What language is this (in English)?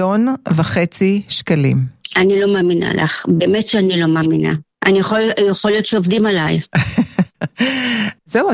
Hebrew